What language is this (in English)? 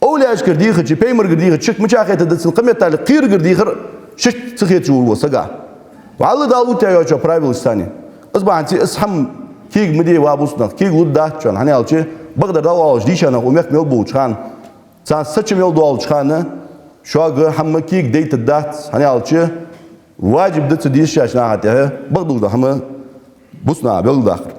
Ingush